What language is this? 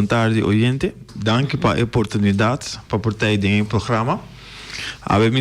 Papiamento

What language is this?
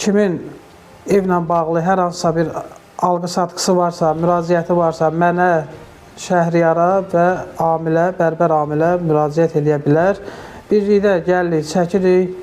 Azerbaijani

